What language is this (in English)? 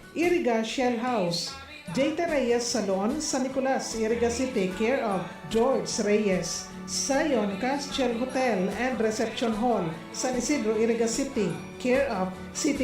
Bikol